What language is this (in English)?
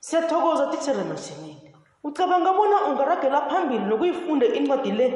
South Ndebele